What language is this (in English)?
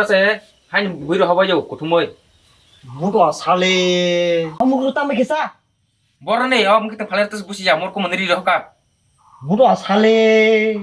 Kok Borok